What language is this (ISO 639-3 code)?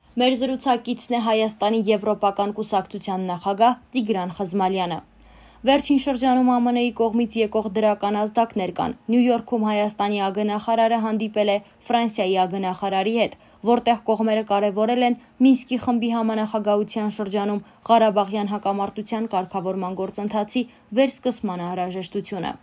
hye